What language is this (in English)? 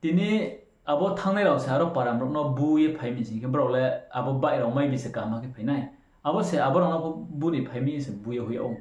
Riang (India)